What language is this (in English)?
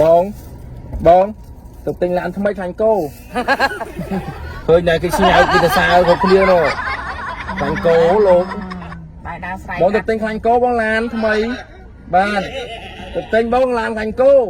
Khmer